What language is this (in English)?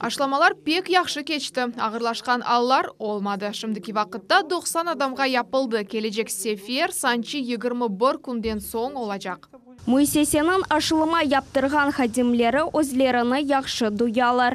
Crimean Tatar